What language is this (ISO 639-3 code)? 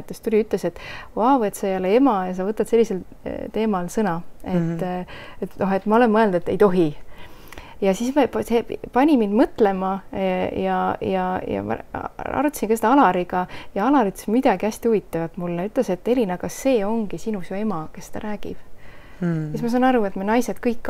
est